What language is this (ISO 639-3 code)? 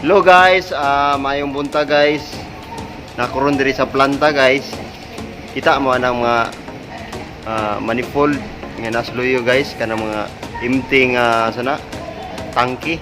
ceb